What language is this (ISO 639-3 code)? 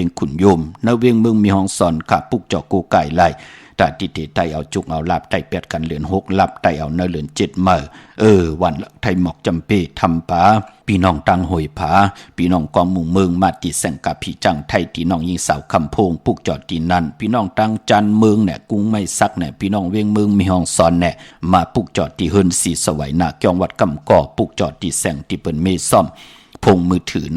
shn